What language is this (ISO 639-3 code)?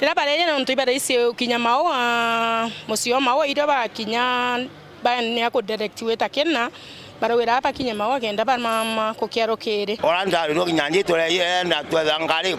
mer